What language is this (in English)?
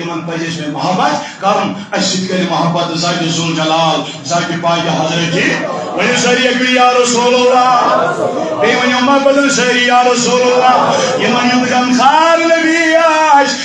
Kashmiri